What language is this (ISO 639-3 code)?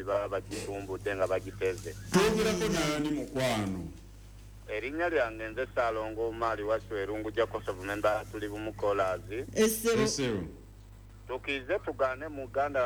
lug